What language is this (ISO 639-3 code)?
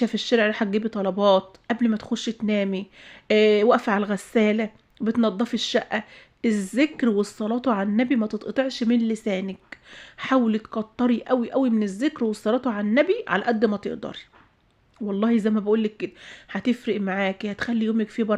arz